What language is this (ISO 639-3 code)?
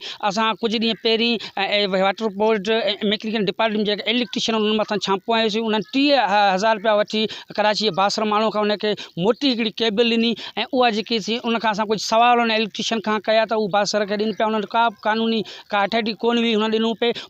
snd